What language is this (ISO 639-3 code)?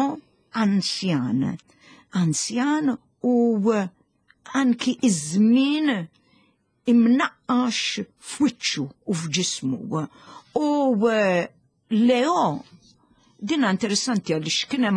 mlt